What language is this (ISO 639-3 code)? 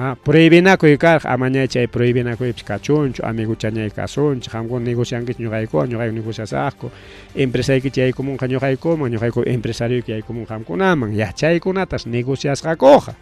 quy